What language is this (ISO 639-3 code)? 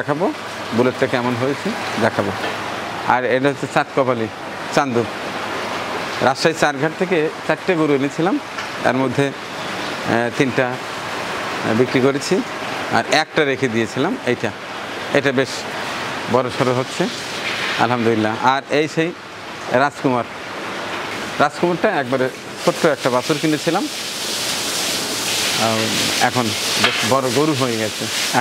ben